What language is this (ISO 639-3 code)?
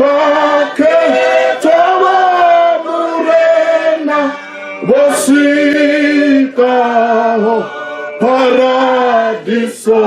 ven